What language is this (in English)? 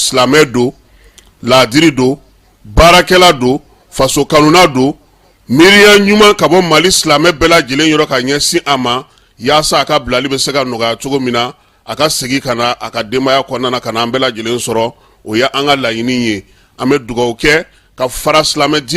Bambara